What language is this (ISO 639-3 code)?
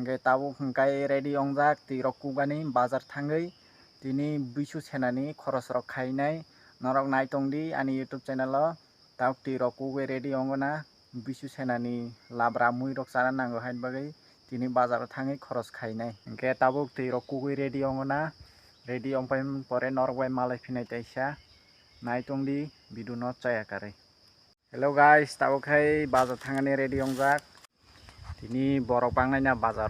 trp